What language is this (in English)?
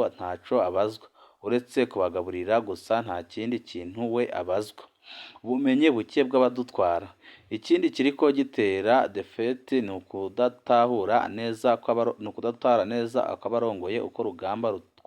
Rundi